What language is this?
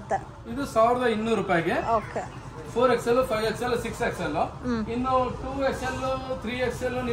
Kannada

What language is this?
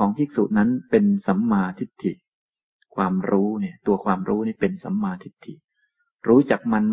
Thai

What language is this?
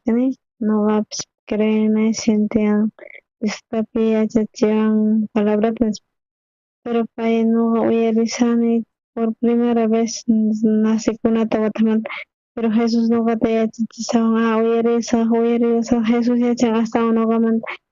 South Bolivian Quechua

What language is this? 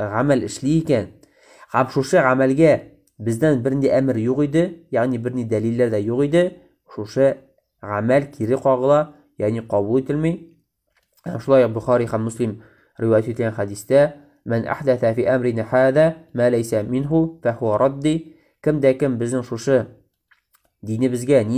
Tatar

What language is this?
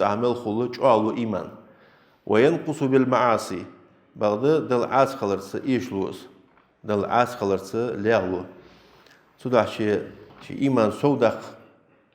Ingush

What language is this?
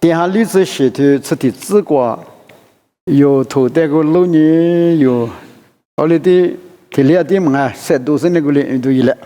Lisu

